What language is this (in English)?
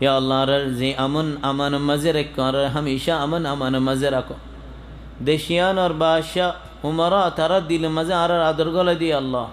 Rohingya